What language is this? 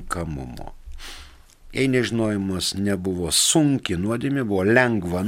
Lithuanian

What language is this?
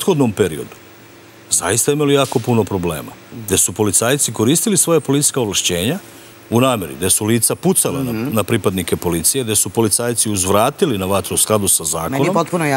Serbian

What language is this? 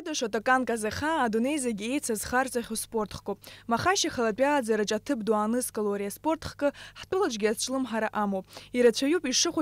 Abkhazian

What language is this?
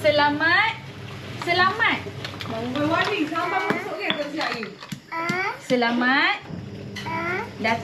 Malay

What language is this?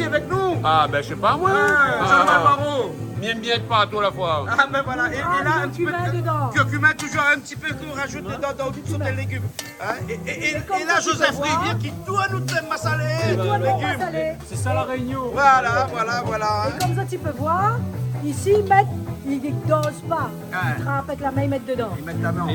Réunion Creole French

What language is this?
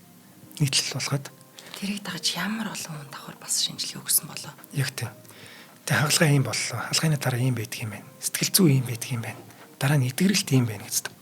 Mongolian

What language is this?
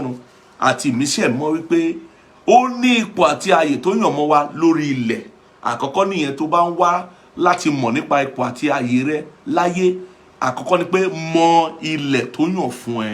Yoruba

